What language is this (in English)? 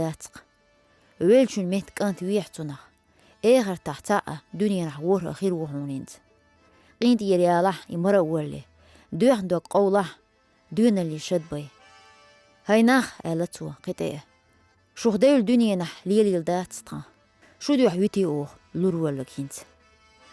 Chechen